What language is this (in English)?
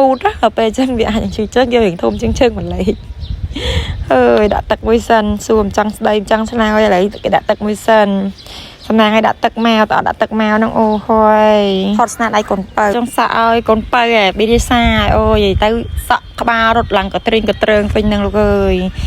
Khmer